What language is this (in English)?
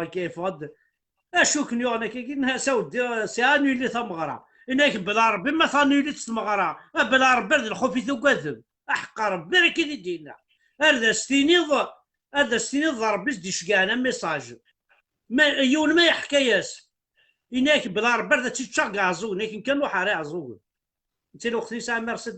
Kabyle